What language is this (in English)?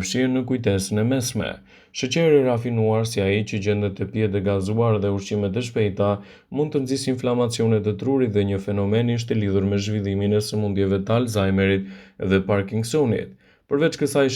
Albanian